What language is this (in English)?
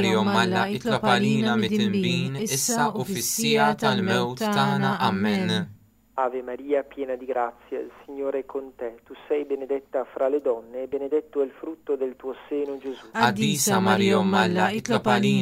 Italian